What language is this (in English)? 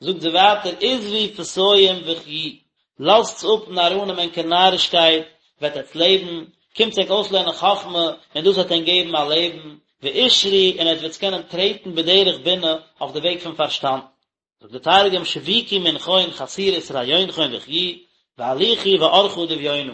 Yiddish